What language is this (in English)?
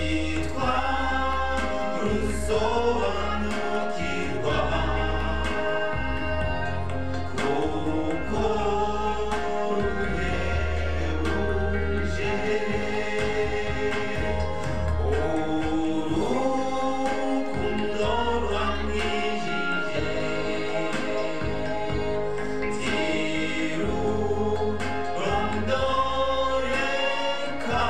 Kinyarwanda